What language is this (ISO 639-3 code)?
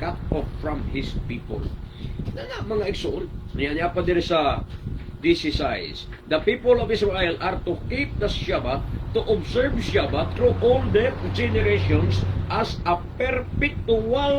ceb